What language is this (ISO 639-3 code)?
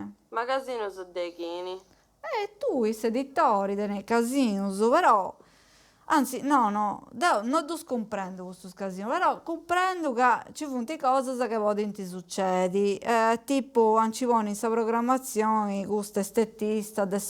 srd